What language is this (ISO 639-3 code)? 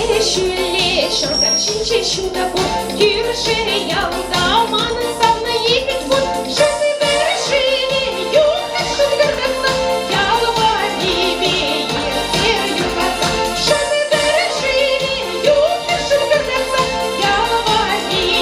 chv